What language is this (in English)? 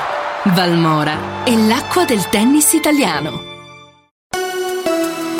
Italian